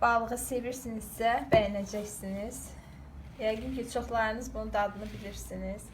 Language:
Azerbaijani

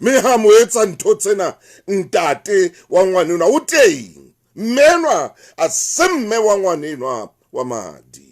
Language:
Southern Sotho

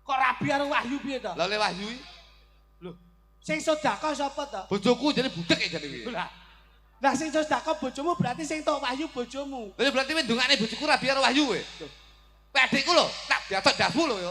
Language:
Javanese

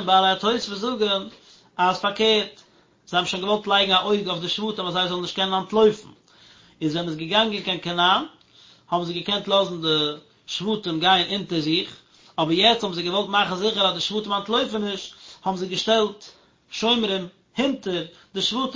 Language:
Yiddish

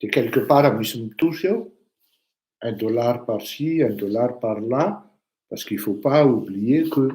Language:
Malagasy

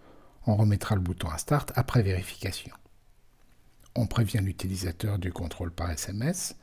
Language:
French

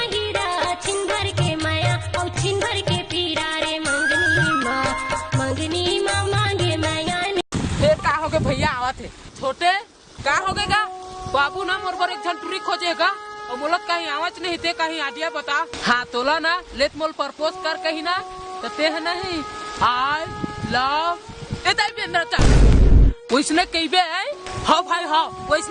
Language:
Chhattisgarhi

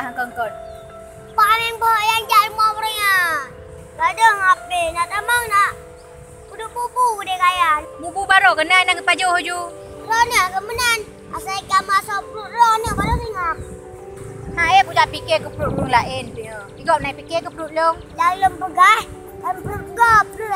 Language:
Achinese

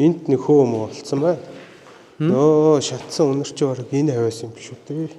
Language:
Mongolian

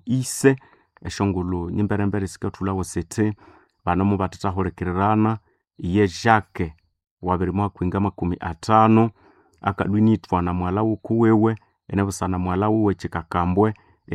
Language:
Nande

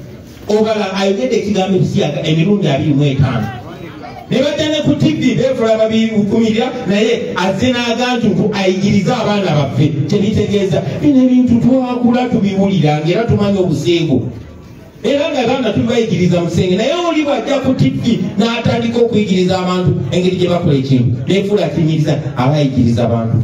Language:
Ganda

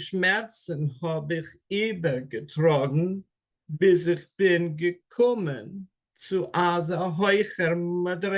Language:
Yiddish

